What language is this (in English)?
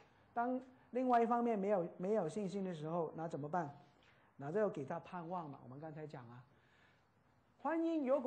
Chinese